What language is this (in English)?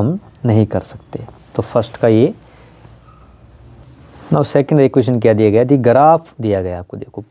Hindi